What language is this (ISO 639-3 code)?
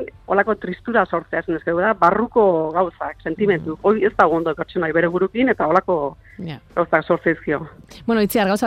eus